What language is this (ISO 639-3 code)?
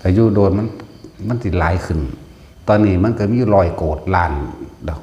tts